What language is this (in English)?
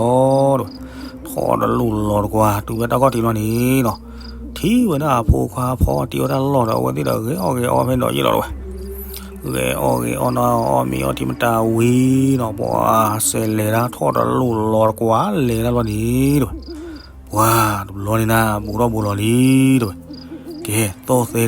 S'gaw Karen